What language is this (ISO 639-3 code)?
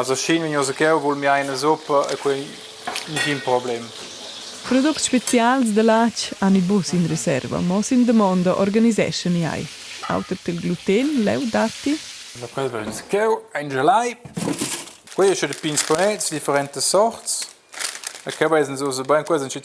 roh